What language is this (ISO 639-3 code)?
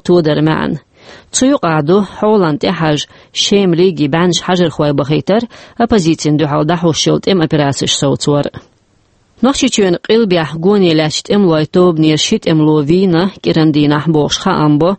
che